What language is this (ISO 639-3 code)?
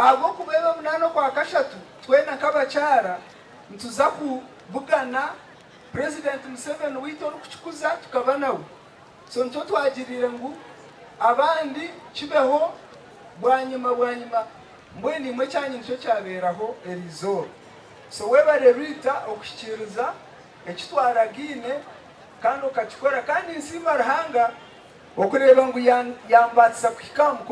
nyn